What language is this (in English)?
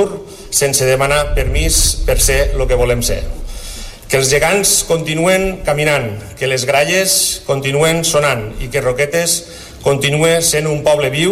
Catalan